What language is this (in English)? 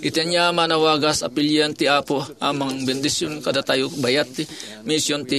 Iloko